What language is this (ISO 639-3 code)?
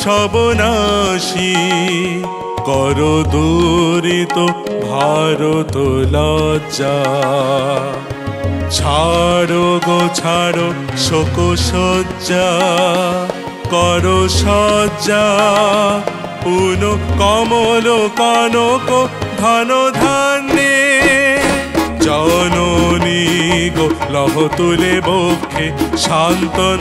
ben